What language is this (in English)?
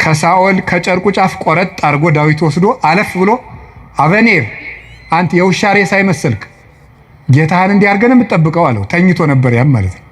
Amharic